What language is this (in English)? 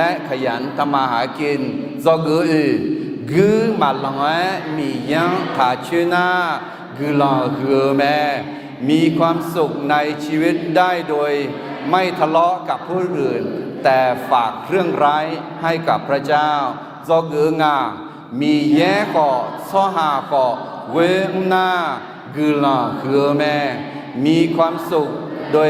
Akha